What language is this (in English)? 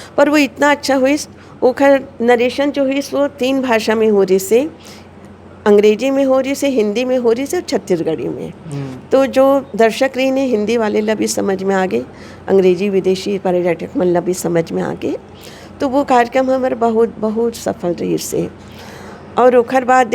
Chhattisgarhi